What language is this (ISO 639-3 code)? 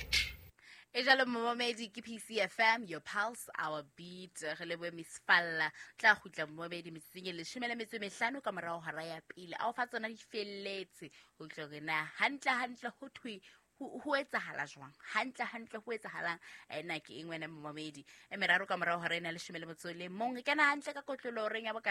sot